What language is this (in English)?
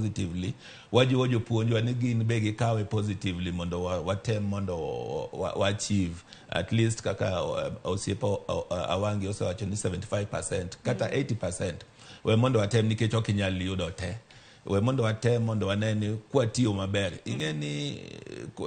Luo (Kenya and Tanzania)